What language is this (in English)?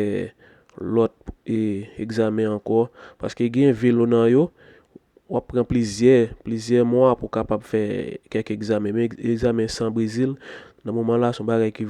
Haitian Creole